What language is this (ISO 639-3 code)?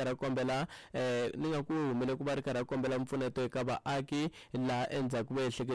tso